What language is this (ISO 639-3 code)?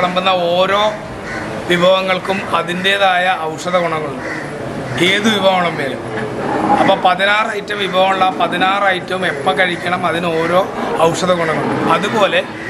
mal